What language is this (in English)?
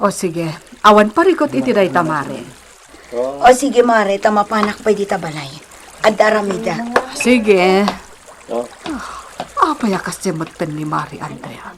Iloko